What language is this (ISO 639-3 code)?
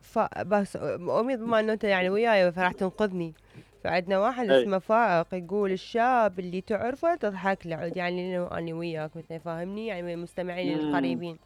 acm